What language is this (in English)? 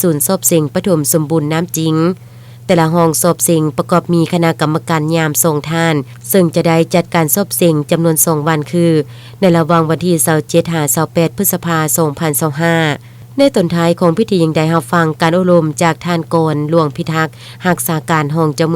Lao